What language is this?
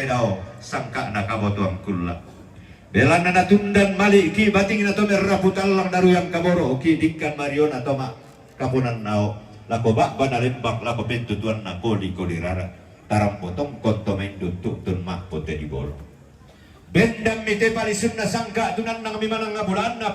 Toraja-Sa'dan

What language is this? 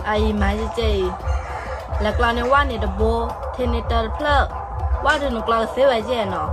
S'gaw Karen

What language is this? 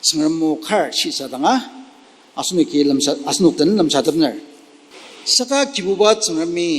Ao Naga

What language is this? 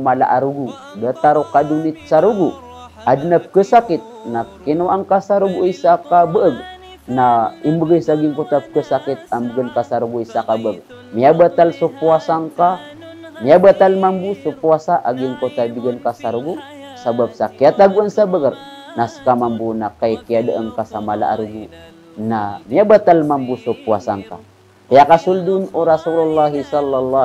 Maranao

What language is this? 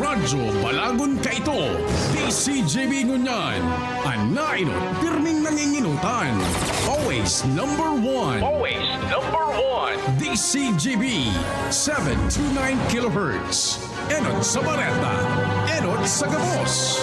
Bikol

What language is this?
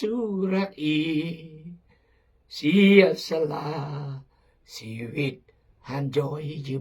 Khmu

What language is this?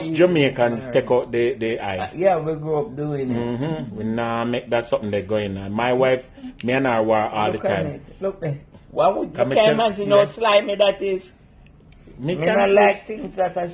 Jamaican Creole English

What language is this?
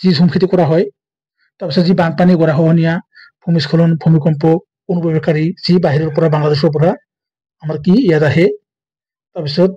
Assamese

